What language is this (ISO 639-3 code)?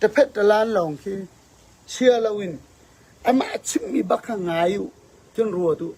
cfm